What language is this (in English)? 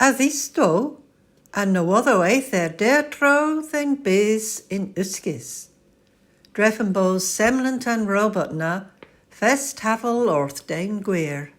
Cornish